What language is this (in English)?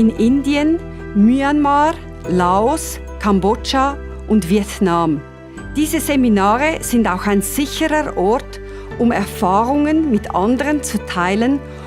Swiss German